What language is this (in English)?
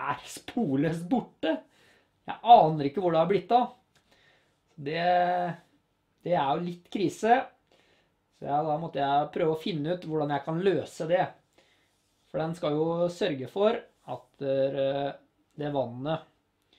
Norwegian